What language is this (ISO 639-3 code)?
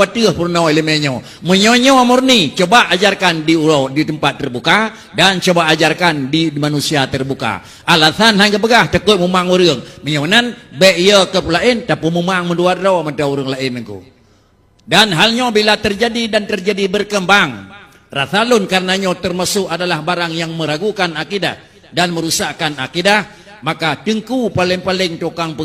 ace